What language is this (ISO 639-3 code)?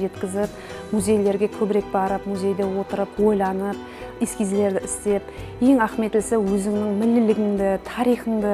kaa